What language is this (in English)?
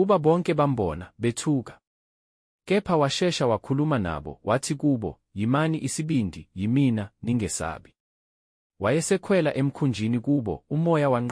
Zulu